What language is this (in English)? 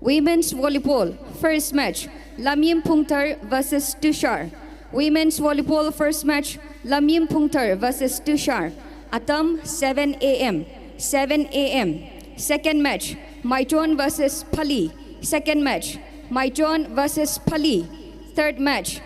Tangkhul Naga (India)